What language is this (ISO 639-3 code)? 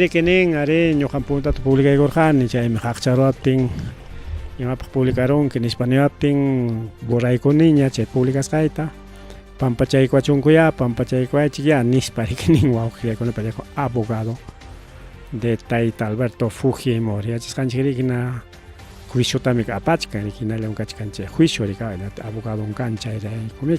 quy